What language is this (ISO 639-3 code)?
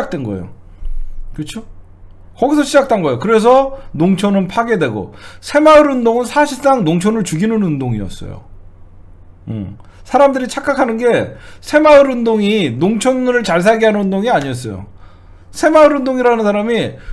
kor